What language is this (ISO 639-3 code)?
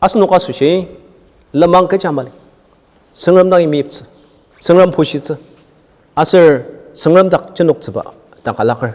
njo